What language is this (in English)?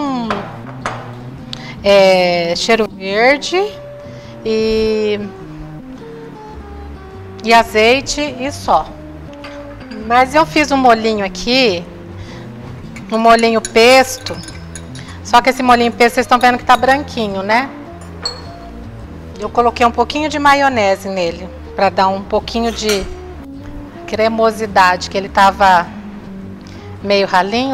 Portuguese